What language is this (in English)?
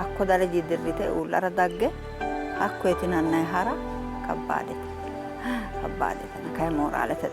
Sidamo